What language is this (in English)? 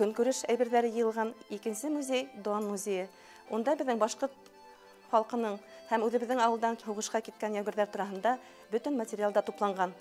Bashkir